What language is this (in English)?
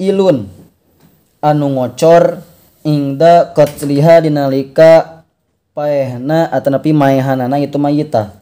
Sundanese